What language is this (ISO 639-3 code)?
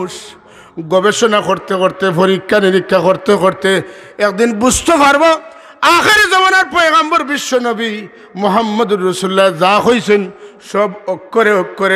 syl